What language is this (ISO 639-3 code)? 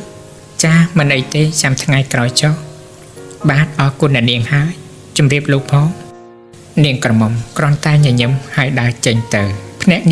khm